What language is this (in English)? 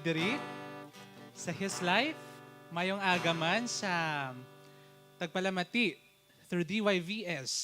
Hiligaynon